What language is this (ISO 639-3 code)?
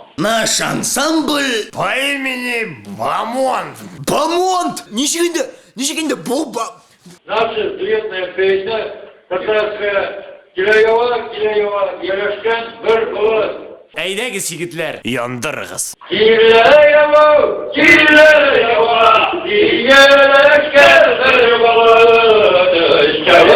tat